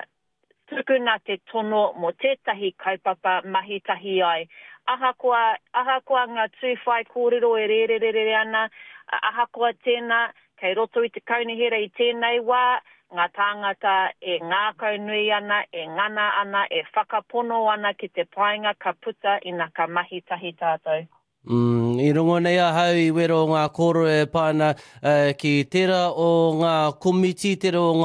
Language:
Māori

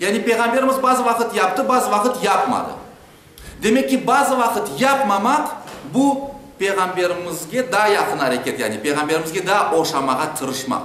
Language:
Crimean Tatar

